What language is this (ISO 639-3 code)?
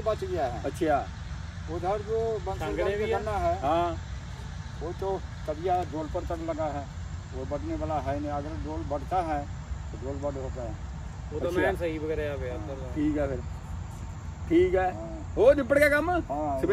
pan